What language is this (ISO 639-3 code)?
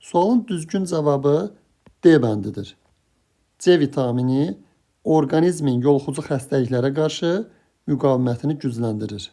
aze